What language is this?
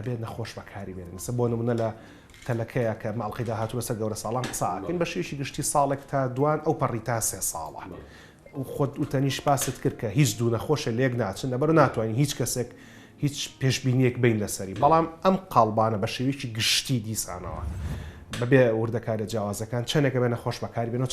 Central Kurdish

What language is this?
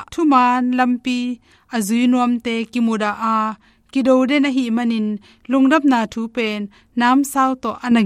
Tedim Chin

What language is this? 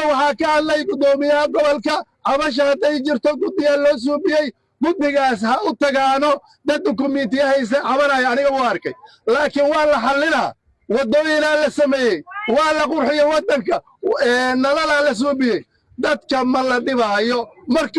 Somali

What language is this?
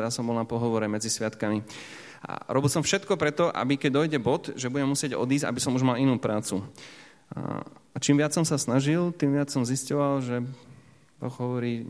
Slovak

